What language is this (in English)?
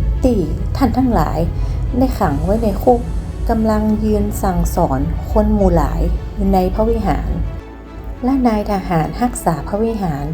Northern Thai